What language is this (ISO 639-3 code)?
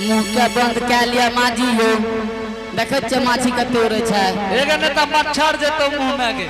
anp